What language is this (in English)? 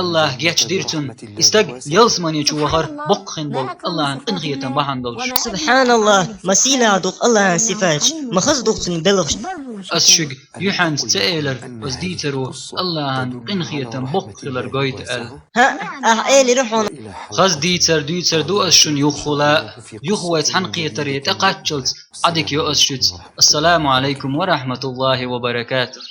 Chechen